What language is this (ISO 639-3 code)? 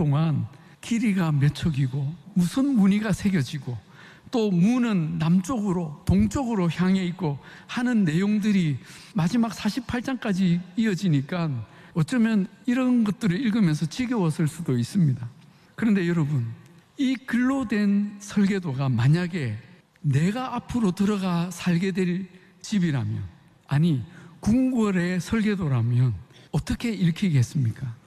kor